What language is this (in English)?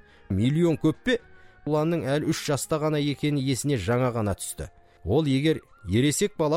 Kazakh